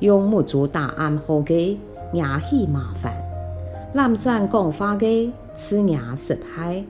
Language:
Hakka Chinese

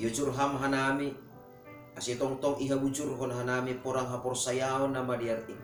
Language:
Batak Simalungun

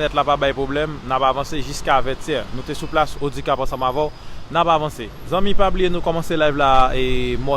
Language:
Haitian Creole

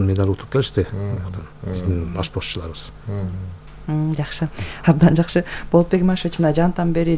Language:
Kyrgyz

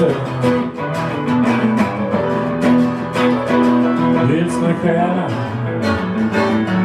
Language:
Swedish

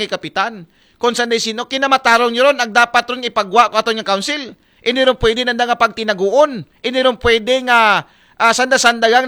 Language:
Aklanon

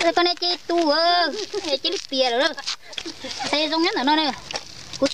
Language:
Hmong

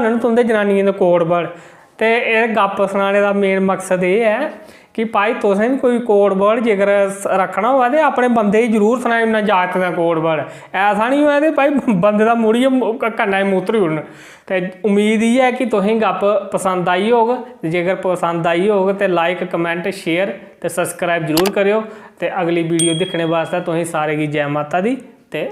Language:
Dogri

